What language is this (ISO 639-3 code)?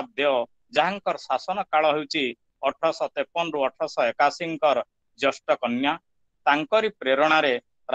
ori